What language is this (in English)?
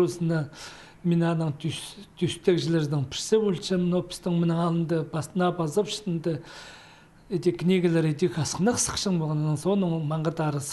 Khakas